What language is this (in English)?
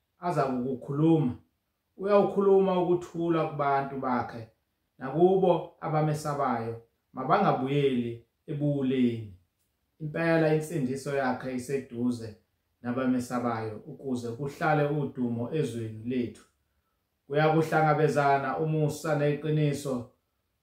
Zulu